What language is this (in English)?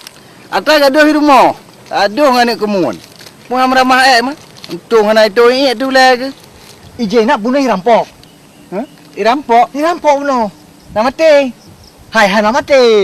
Achinese